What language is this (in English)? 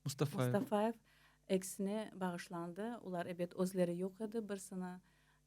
Crimean Tatar